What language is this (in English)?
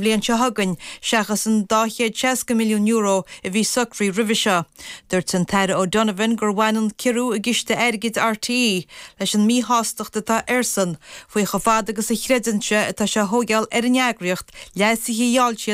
Irish